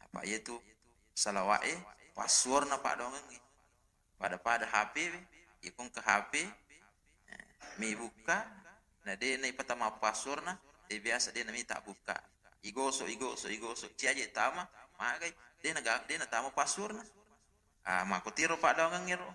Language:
Buginese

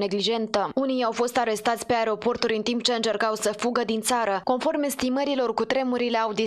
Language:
Romanian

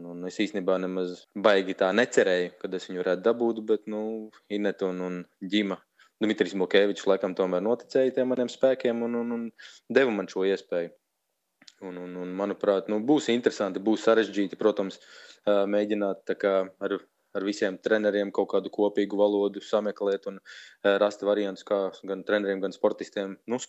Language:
Latvian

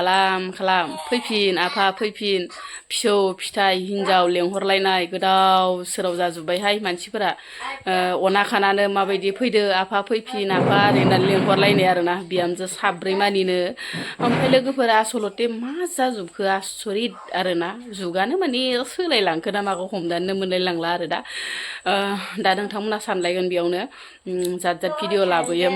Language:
Bodo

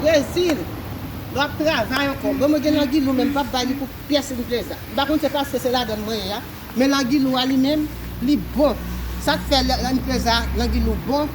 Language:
Haitian Creole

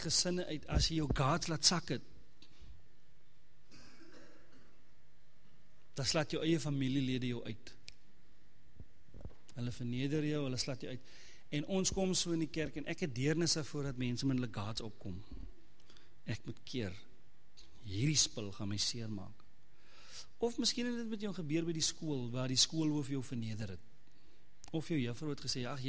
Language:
Afrikaans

